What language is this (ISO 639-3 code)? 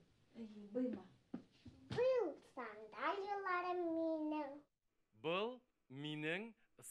bak